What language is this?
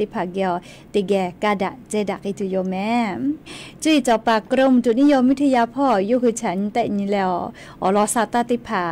Lahu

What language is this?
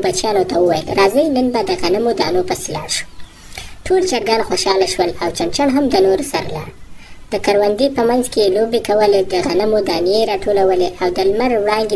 Pashto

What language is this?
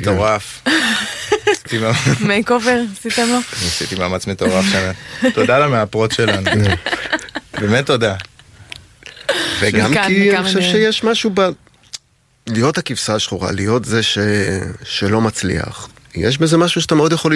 Hebrew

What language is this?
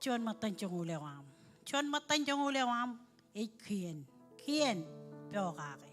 Marshallese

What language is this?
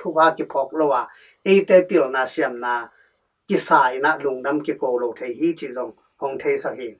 Tedim Chin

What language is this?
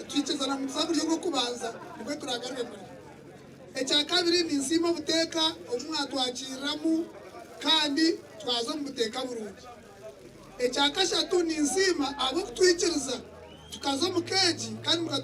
Nyankole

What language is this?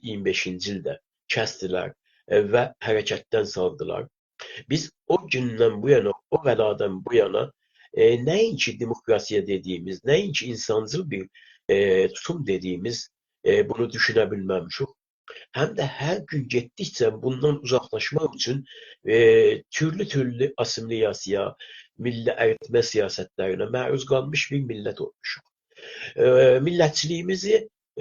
South Azerbaijani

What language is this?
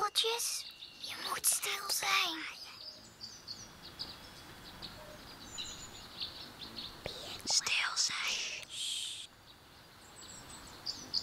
Dutch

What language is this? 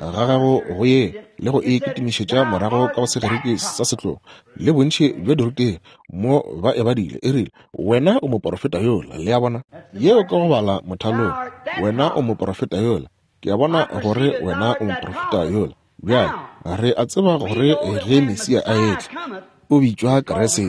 Northern Sotho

